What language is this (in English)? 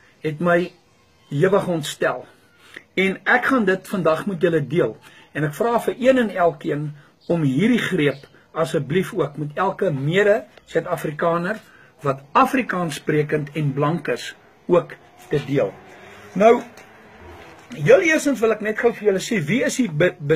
Afrikaans